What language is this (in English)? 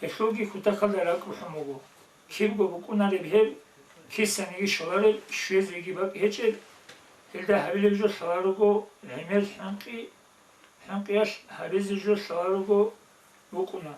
Avaric